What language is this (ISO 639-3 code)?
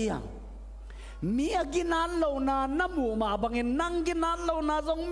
ctd